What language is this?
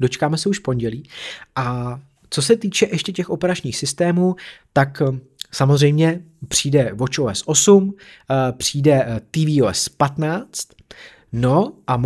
Czech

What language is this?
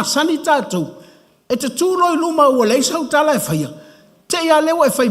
Samoan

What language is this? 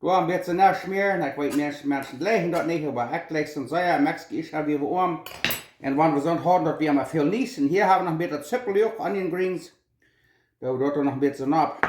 Plautdietsch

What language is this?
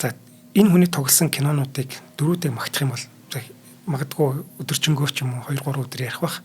Mongolian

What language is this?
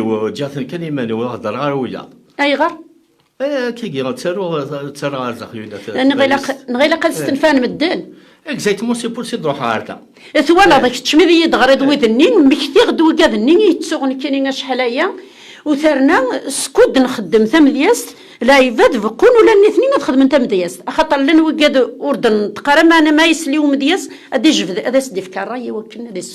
Kabyle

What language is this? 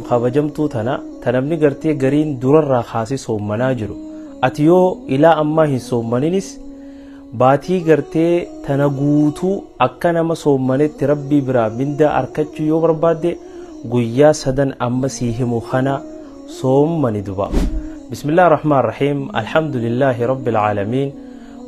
Oromo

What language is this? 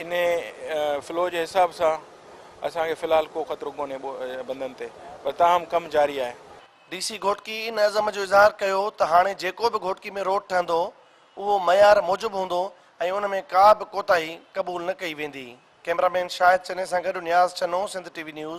Sindhi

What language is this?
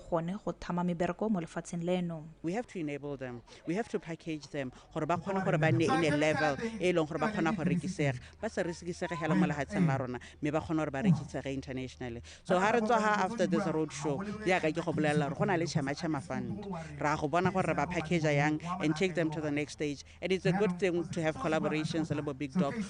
Tswana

